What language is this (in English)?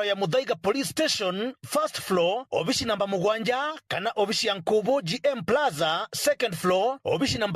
Meru